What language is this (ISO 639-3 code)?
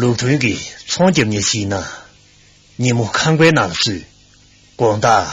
bod